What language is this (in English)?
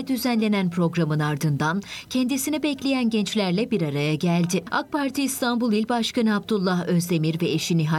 Turkish